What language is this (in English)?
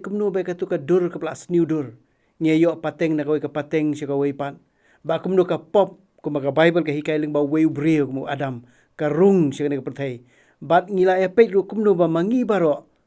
Khasi